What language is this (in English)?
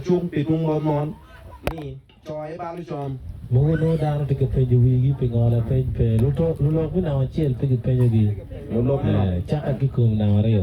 Acoli